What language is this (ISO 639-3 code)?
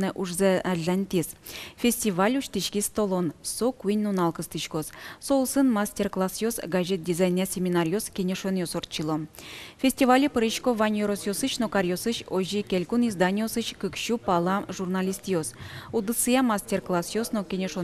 udm